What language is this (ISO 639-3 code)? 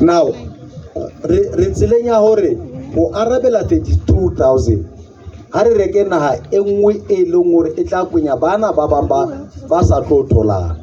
sot